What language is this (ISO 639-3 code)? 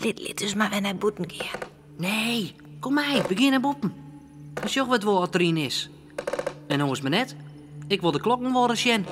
fry